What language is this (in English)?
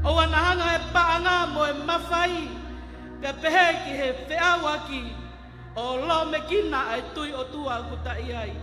Tongan